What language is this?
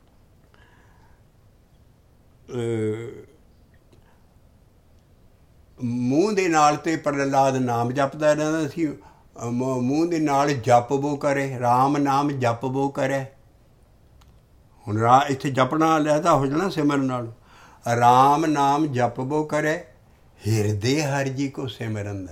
Punjabi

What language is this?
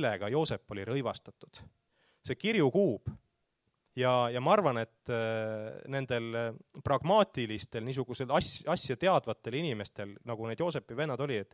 Estonian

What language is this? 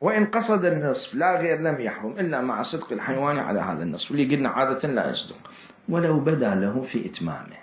Mesopotamian Arabic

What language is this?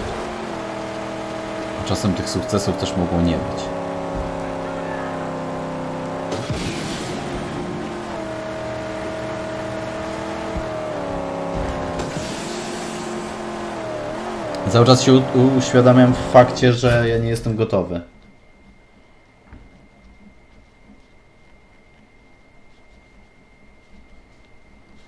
Polish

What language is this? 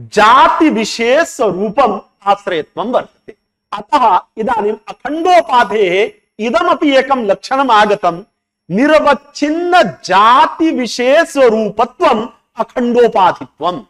Sanskrit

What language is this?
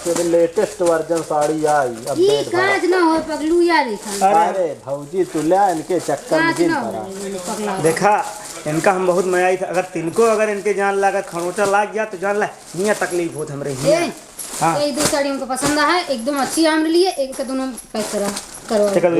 Awadhi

